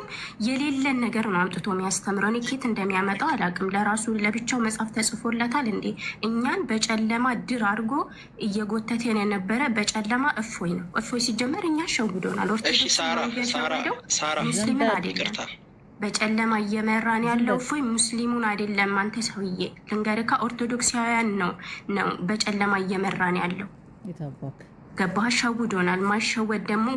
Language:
Amharic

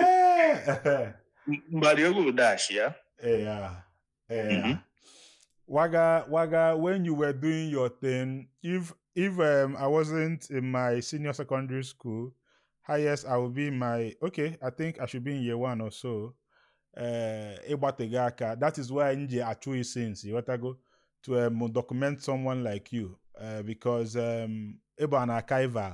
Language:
Igbo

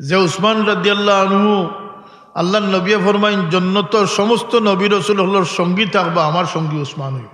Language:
Sylheti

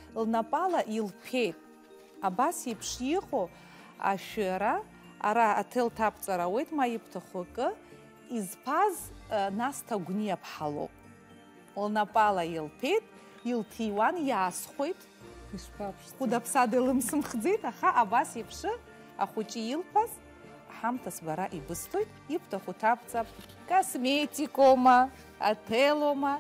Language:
Abkhazian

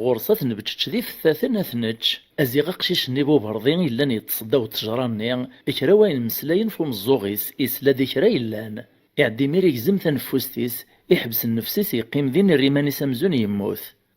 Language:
Kabyle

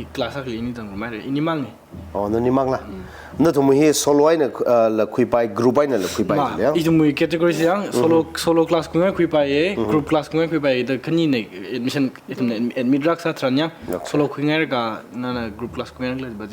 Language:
Tangkhul Naga (India)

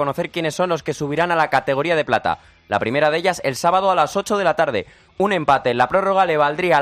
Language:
Spanish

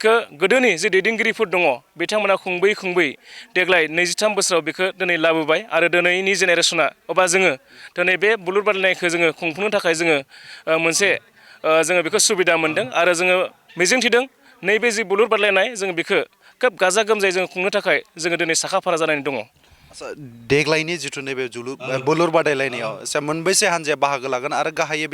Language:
Bodo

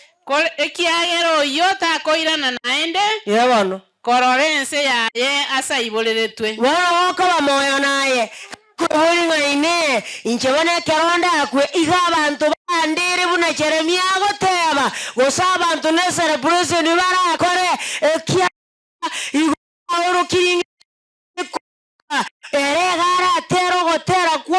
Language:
Gusii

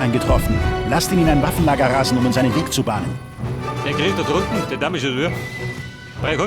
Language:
Bavarian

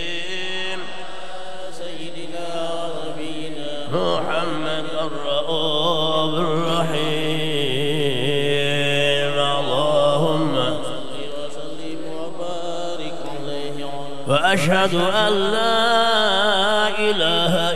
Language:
Arabic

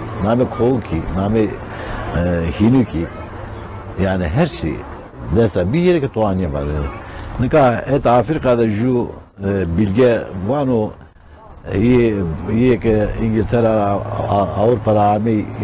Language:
Zaza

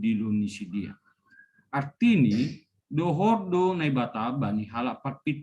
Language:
Batak Simalungun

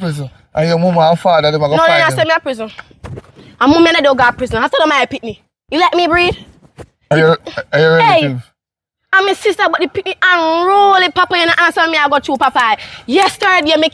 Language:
Jamaican Creole English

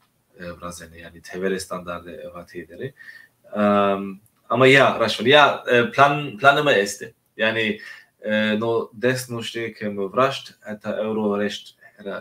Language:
Zaza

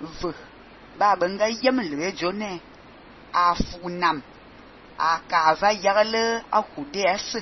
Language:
Fang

